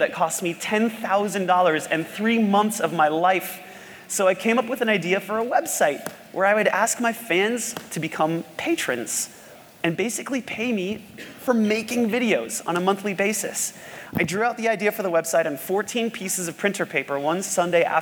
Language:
English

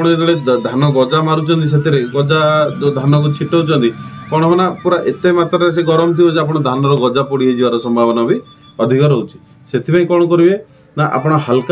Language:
Odia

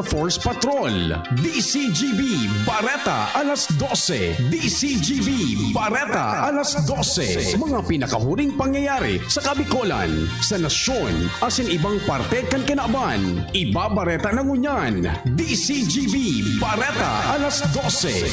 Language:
Bikol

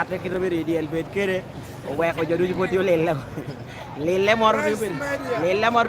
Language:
Lango (Uganda)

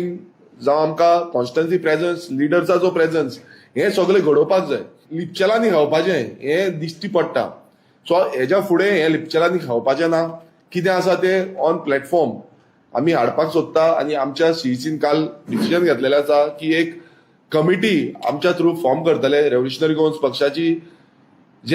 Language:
Konkani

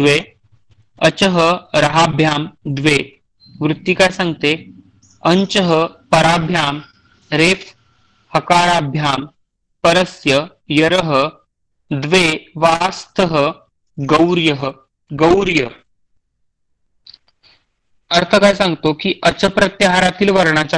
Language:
Marathi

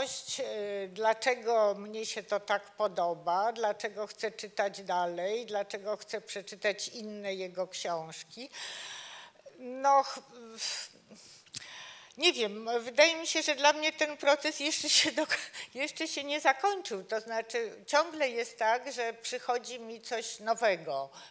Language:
Polish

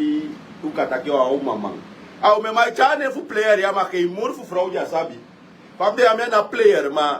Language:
Sranan Tongo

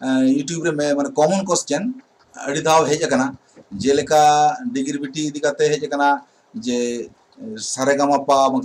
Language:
Santali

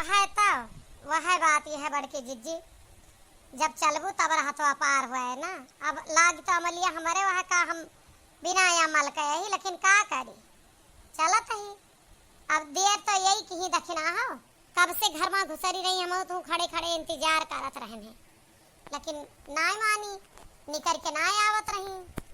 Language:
Awadhi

